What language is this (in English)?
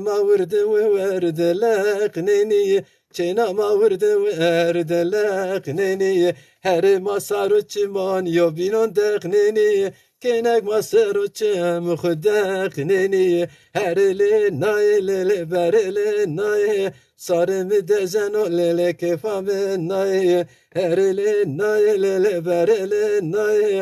Zaza